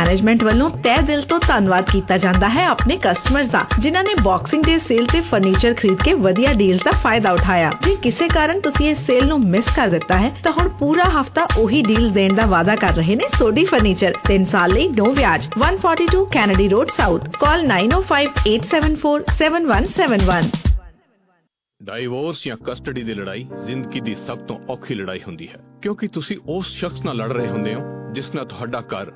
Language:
Punjabi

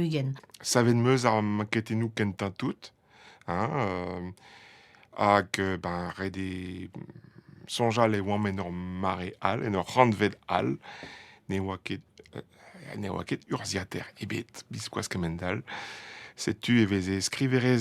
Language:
Breton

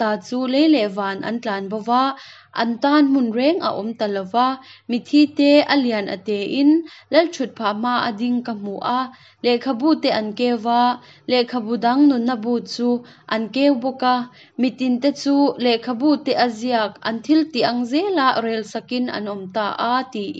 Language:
Hakha Chin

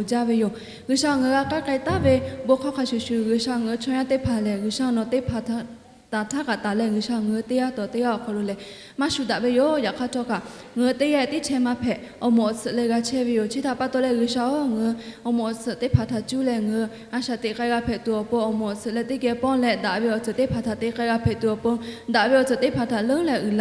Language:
Lahu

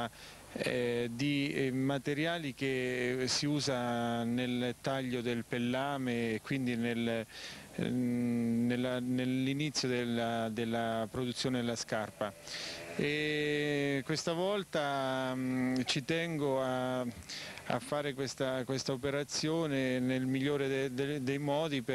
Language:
Italian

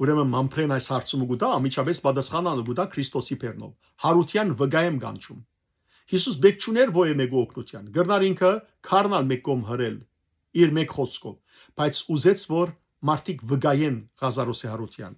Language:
Western Armenian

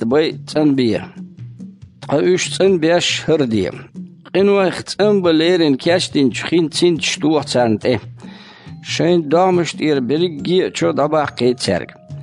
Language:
Chechen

